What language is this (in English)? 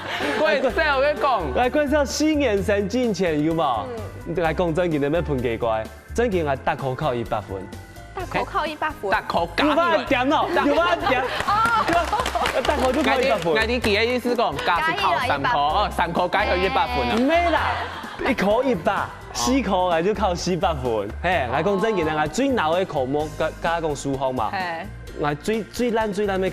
Hakka Chinese